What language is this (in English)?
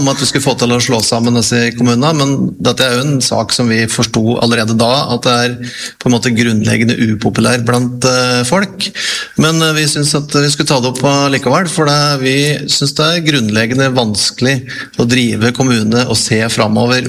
Norwegian